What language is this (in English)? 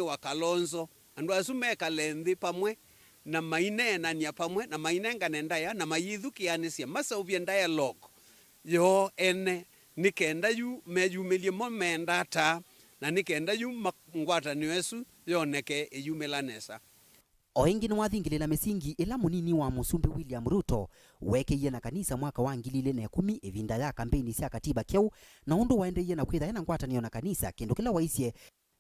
Kamba